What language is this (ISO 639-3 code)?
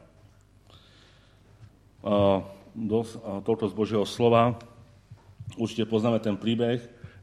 slk